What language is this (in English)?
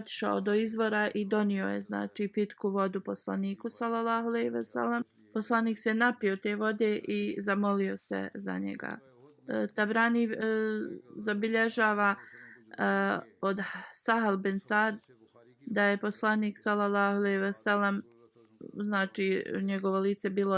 Bosnian